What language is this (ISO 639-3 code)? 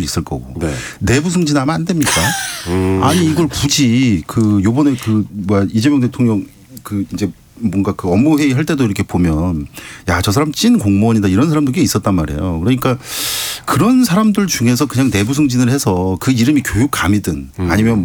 kor